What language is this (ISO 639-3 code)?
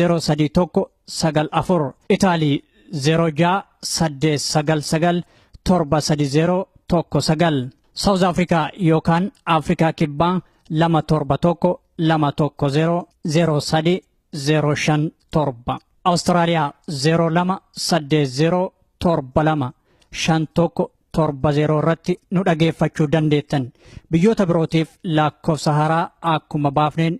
orm